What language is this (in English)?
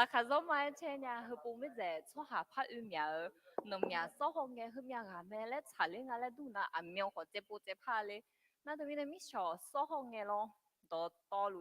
Akha